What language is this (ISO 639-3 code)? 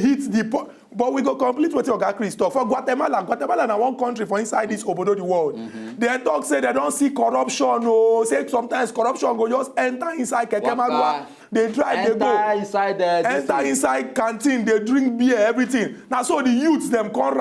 pcm